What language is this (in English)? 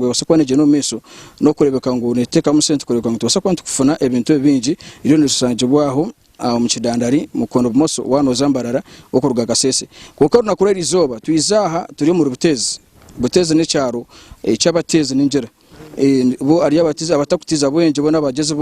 Nyankole